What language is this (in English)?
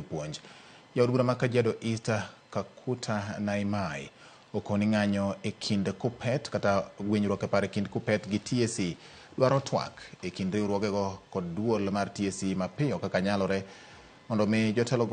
Luo (Kenya and Tanzania)